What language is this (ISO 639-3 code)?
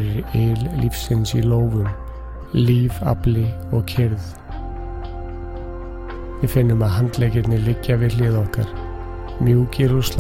isl